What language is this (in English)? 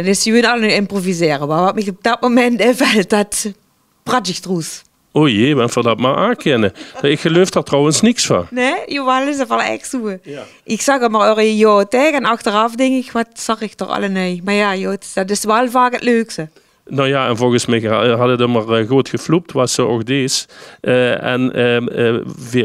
Limburgish